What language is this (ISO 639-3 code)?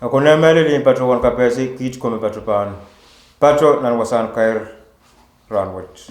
pon